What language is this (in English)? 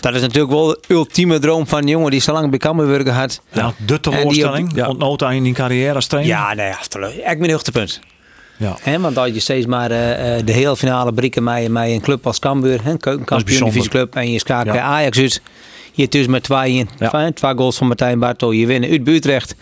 Western Frisian